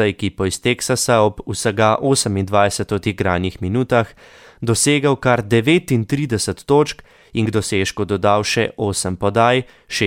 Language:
Slovenian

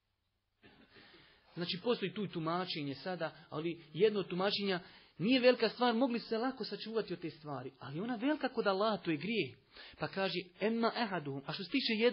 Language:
Bosnian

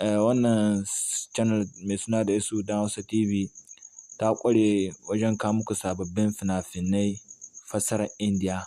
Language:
Hausa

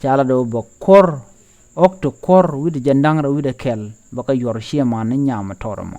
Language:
Nuer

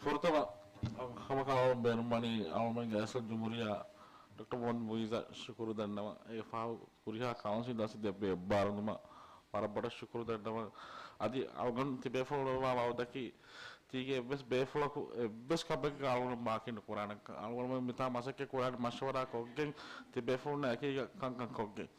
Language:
Divehi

